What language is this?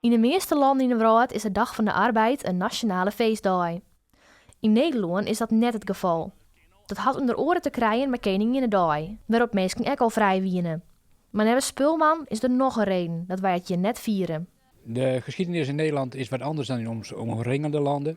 Western Frisian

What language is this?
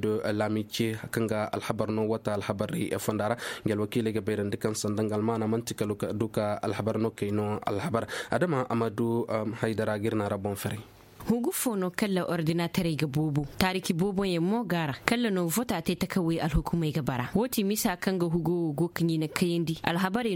Koyraboro Senni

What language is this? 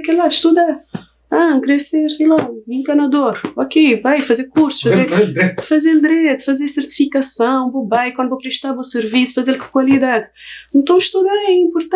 Kabuverdianu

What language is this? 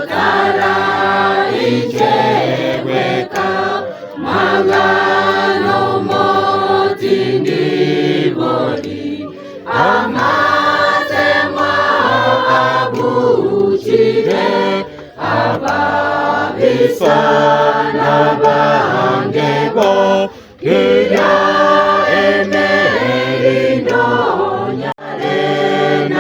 Gusii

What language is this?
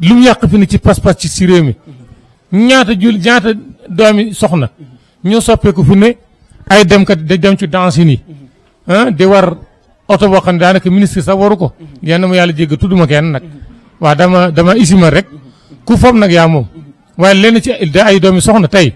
Wolof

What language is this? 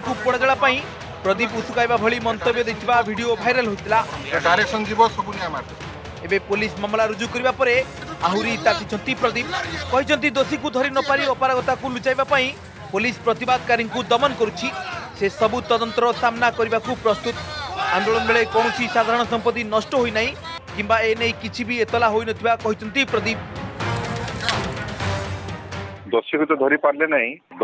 Odia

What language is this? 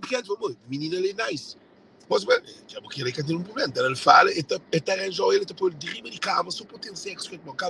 Kabuverdianu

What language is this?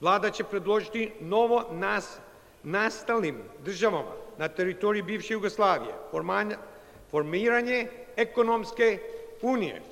Serbian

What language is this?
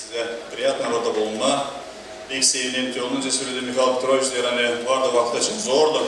Gagauz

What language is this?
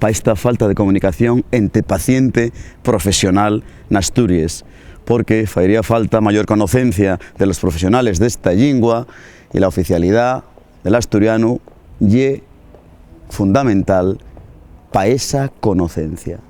Asturian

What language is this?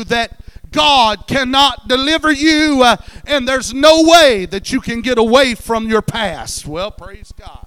English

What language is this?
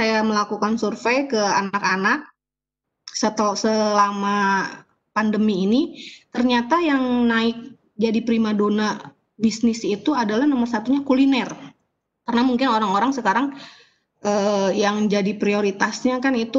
Indonesian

